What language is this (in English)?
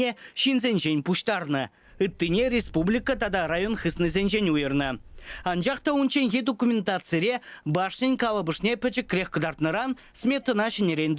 Chuvash